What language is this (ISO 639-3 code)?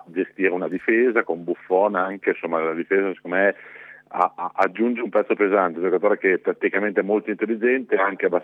ita